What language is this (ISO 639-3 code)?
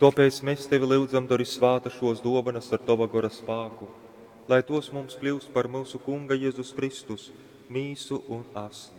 ltg